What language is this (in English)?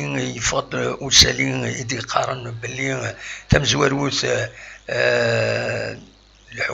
Kabyle